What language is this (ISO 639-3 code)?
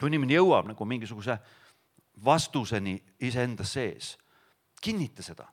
est